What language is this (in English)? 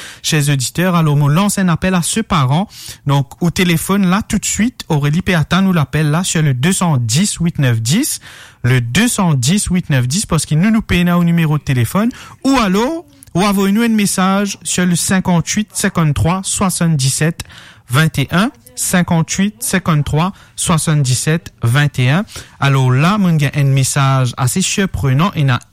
Morisyen